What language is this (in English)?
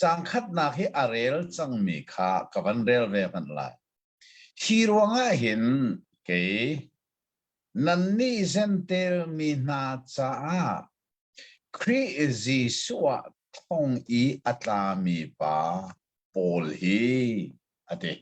Hakha Chin